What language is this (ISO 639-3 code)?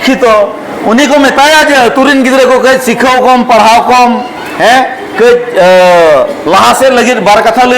sat